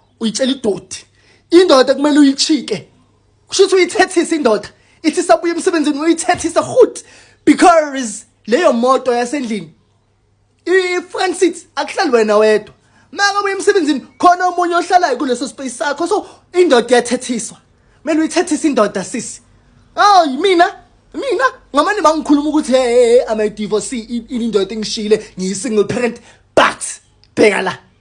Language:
Zulu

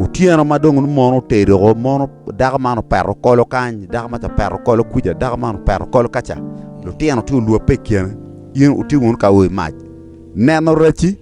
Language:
Acoli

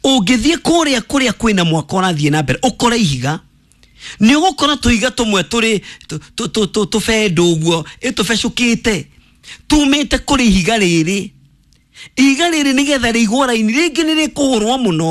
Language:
Kikuyu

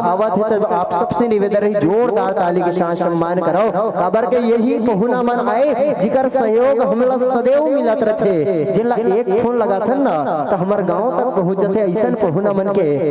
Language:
Chhattisgarhi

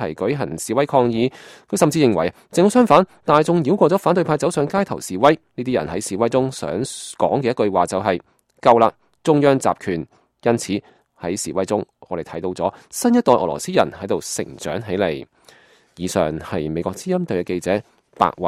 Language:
Cantonese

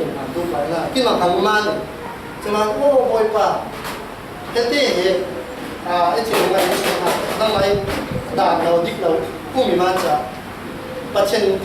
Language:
Falam Chin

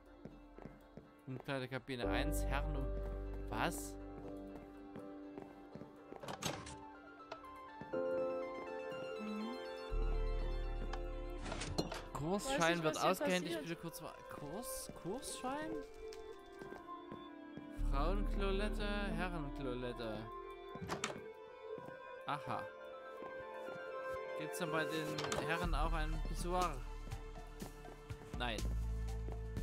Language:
German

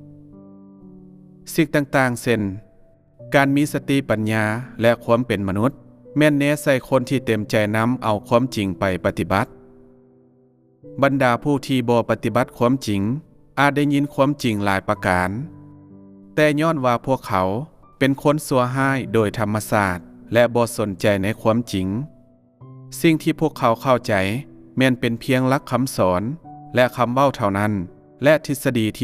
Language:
Lao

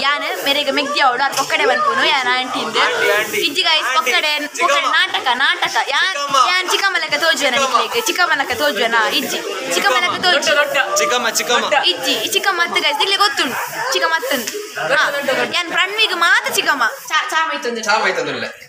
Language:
Tulu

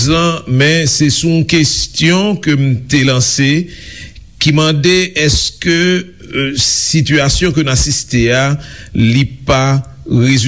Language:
Haitian Creole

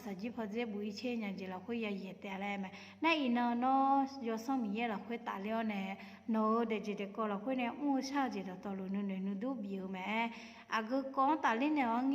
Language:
Akha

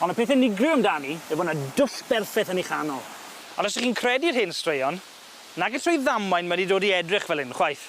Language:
Welsh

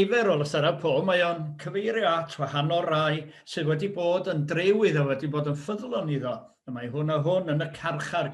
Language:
Welsh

